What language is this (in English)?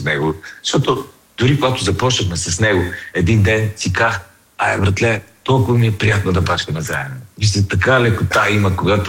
Bulgarian